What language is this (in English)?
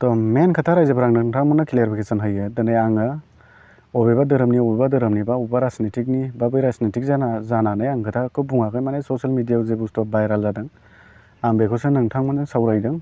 Bodo